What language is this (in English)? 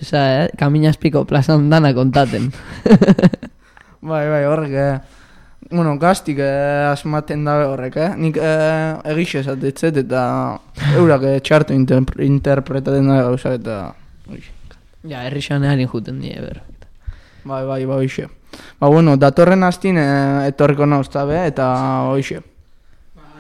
Basque